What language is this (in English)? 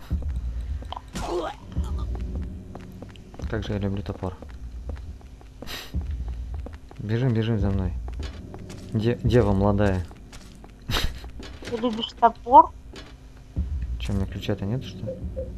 Russian